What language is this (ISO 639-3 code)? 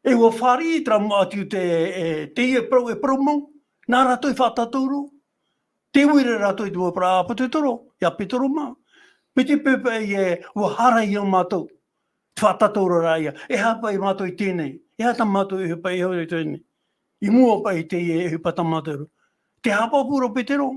tah